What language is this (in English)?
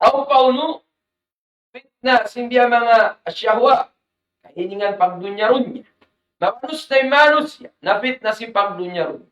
Tausug